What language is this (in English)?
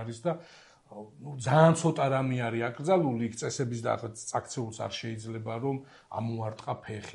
Georgian